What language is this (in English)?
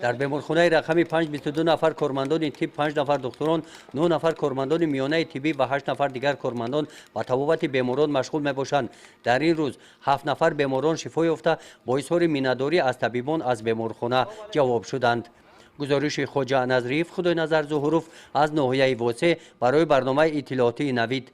Tajik